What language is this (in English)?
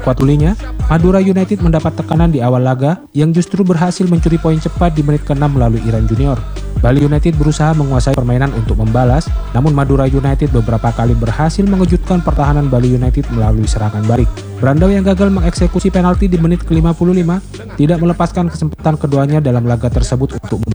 Indonesian